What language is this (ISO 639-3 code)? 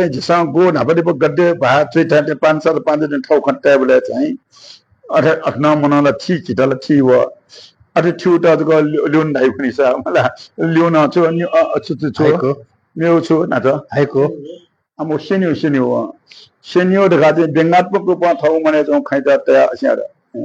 new